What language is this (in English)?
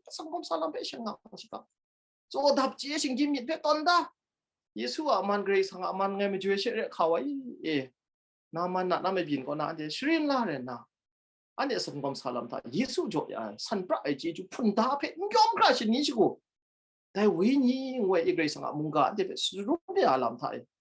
Kachin